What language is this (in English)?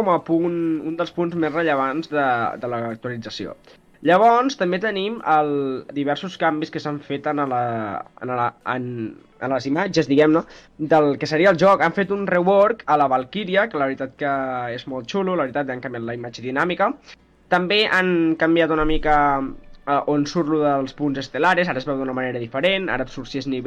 Catalan